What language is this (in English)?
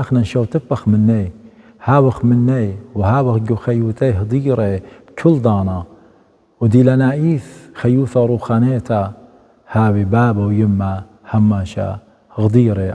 Assyrian Neo-Aramaic